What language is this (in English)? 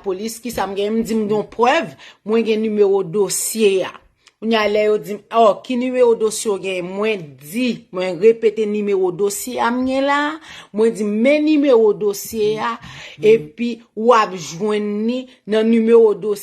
Haitian Creole